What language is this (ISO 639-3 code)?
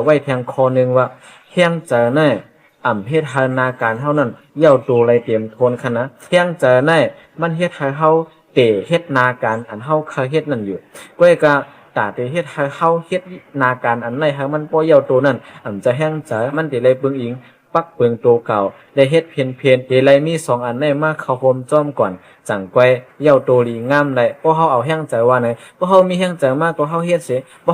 shn